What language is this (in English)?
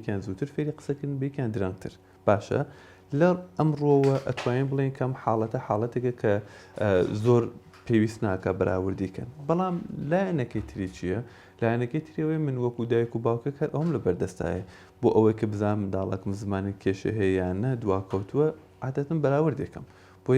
Central Kurdish